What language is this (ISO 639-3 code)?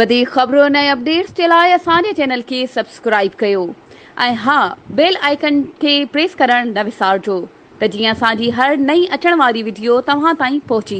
snd